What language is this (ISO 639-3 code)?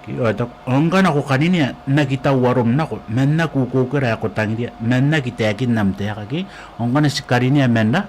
gil